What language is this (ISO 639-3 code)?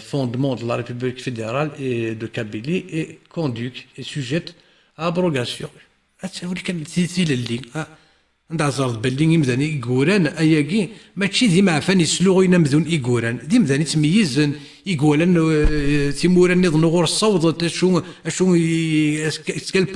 kab